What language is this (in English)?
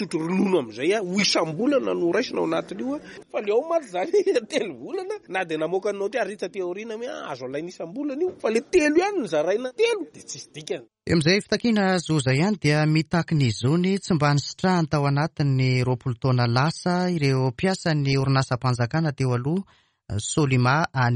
Malagasy